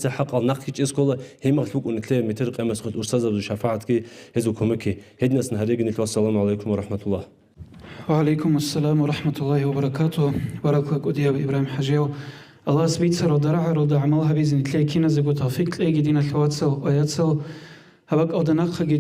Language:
Avaric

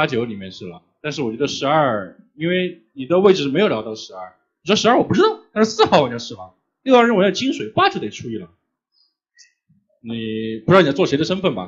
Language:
Chinese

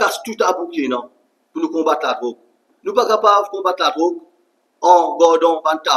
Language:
Morisyen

